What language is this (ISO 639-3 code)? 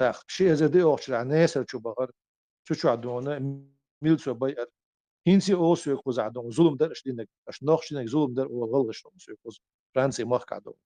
che